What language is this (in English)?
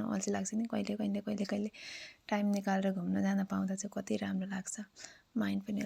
Nepali